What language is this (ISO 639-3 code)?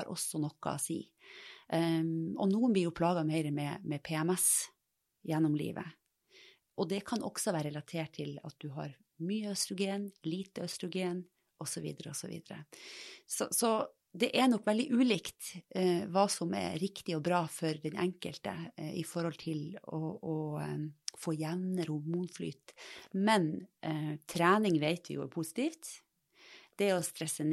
nor